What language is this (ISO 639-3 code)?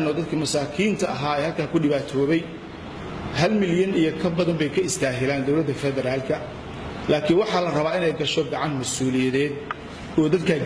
som